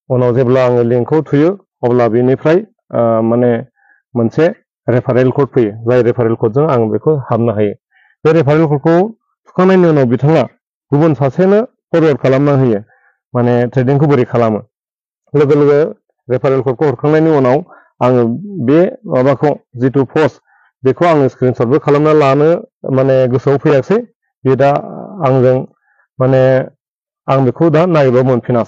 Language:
Bodo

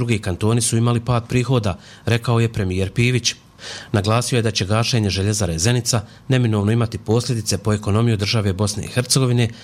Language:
Bosnian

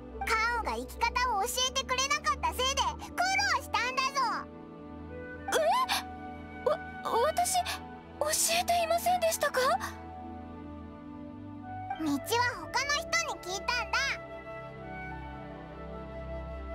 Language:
Japanese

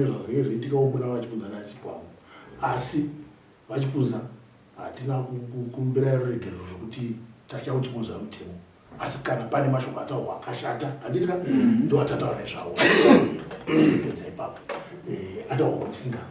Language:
Shona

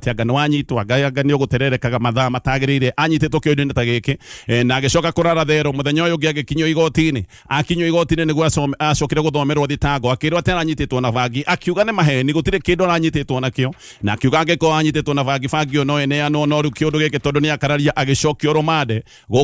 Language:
Kikuyu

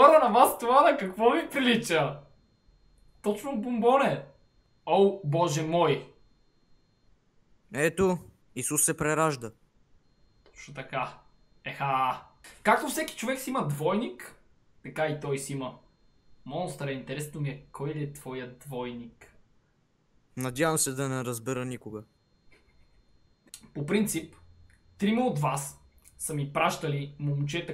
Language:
Bulgarian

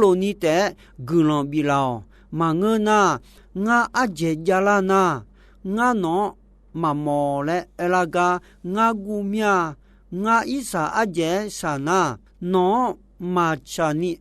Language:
Akha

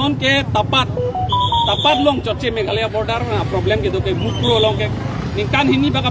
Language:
Karbi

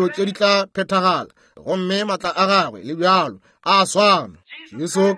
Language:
Northern Sotho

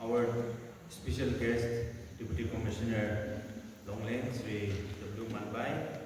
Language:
Naga Pidgin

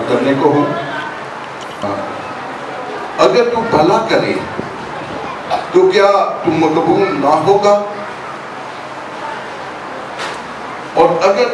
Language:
Urdu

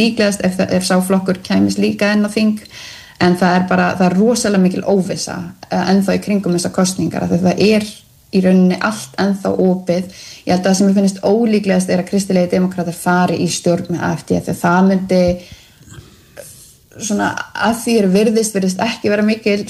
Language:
Icelandic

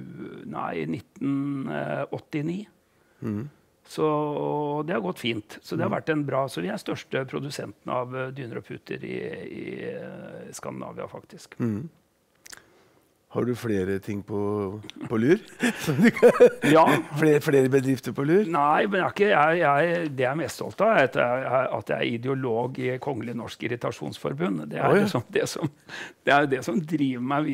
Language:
Norwegian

